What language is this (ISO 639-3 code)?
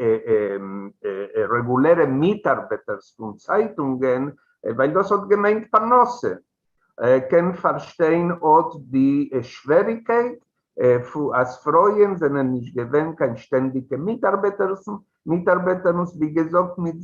yid